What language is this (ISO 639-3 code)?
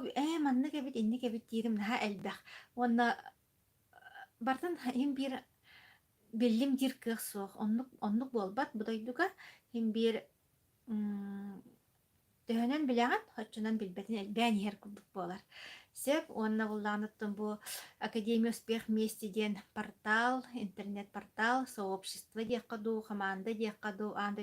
sah